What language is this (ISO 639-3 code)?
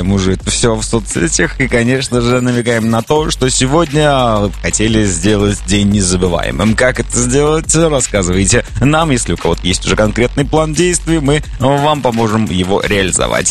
rus